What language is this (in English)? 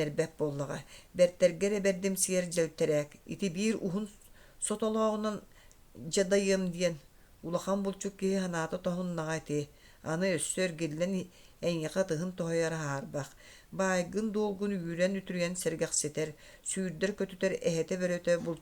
Yakut